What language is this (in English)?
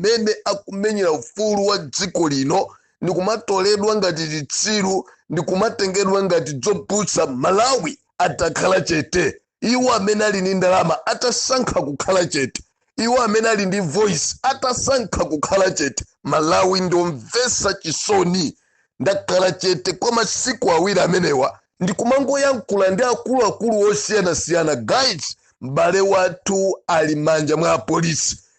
Nyanja